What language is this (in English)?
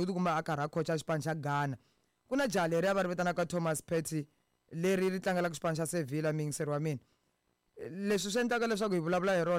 Tsonga